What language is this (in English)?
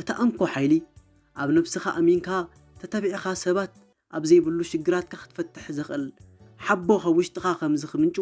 Tigrinya